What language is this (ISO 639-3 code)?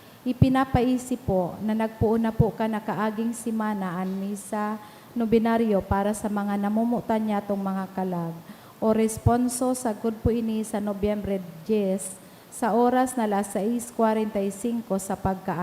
bik